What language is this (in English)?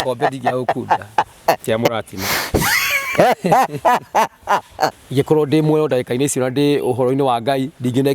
Kikuyu